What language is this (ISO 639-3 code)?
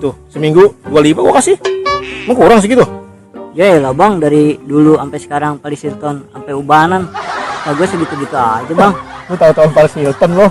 bew